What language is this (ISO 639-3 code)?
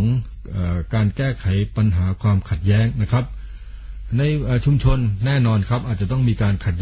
tha